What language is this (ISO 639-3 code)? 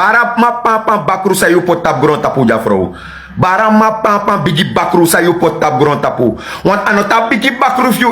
srn